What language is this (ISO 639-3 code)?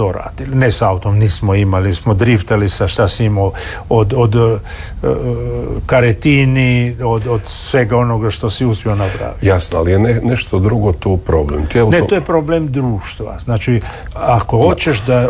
hrv